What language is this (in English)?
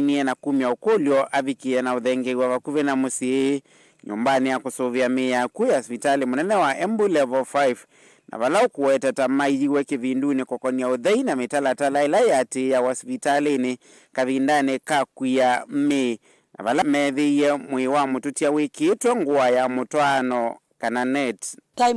Kamba